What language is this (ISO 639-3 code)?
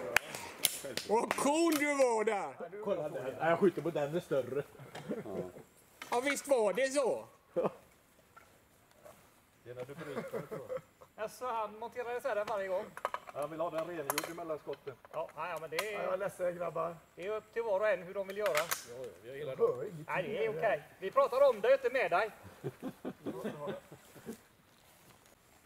swe